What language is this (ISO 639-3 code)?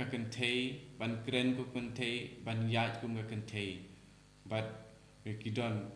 kha